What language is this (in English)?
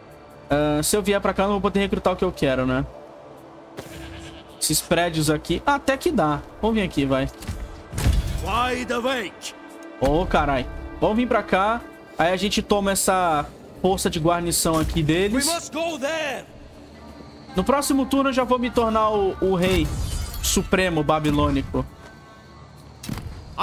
Portuguese